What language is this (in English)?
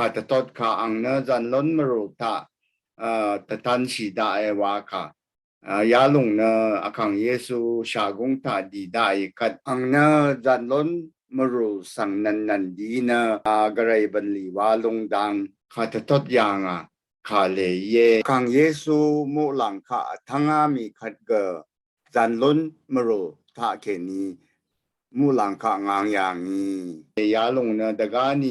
Rawang